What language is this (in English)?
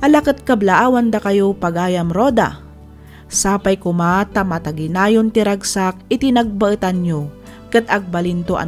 Iloko